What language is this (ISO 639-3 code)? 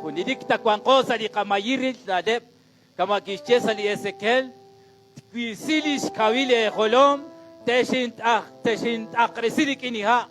kek